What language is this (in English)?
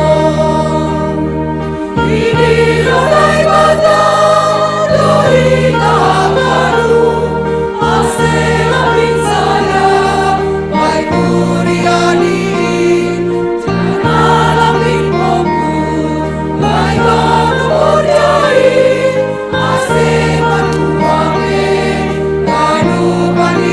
Batak Simalungun